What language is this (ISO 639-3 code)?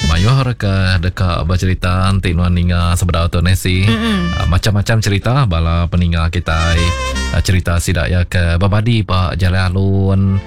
iba